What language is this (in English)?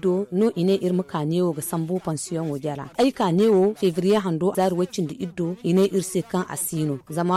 Zarma